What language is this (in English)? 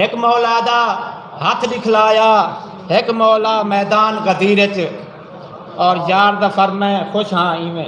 Saraiki